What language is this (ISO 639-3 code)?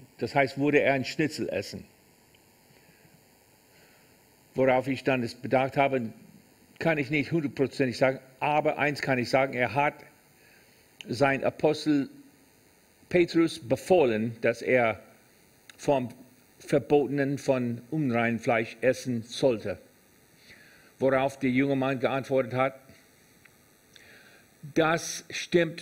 deu